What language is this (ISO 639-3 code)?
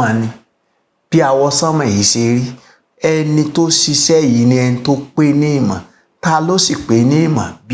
yor